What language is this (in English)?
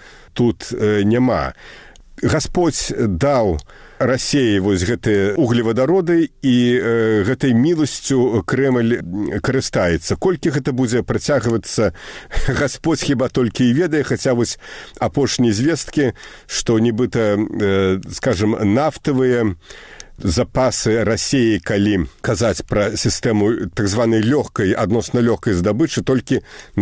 Belarusian